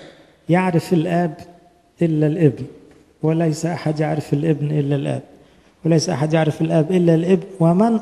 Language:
Egyptian Arabic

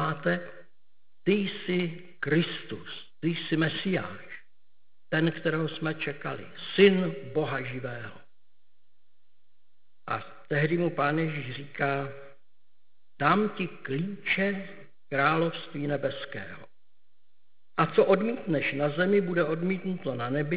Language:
Czech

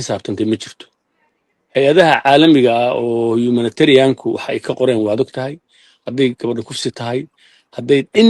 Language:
Somali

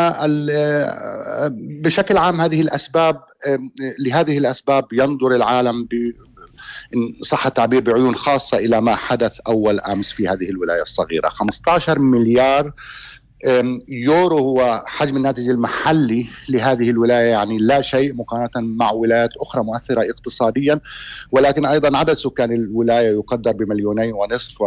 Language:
Arabic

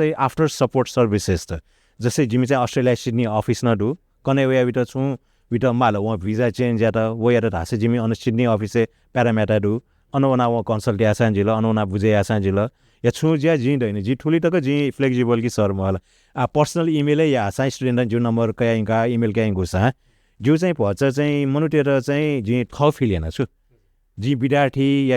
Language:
Newari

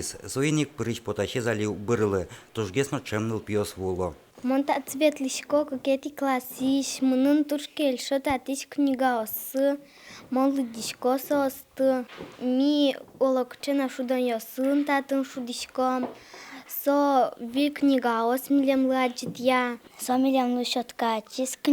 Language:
Udmurt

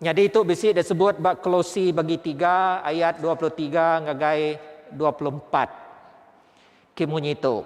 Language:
Iban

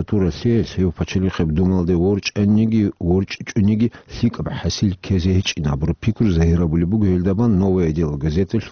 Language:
Avaric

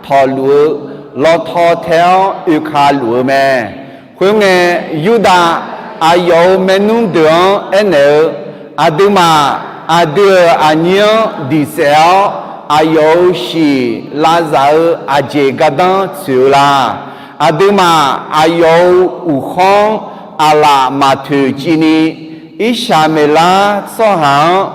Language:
Akha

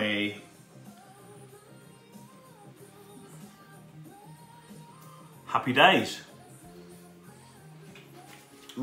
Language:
English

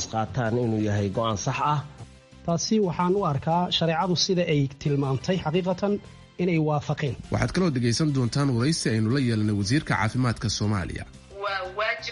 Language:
Somali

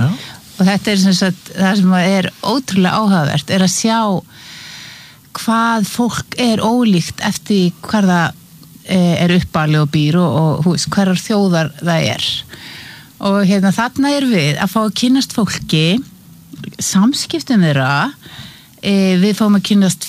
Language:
Icelandic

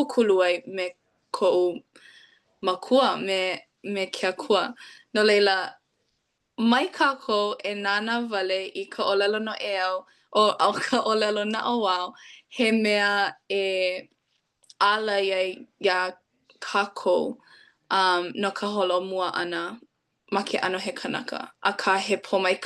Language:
Hawaiian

